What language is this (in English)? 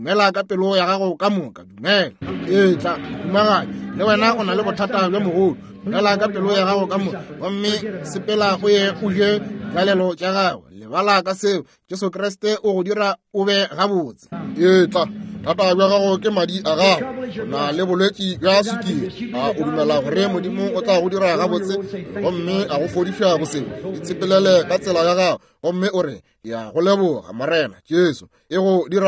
Northern Sotho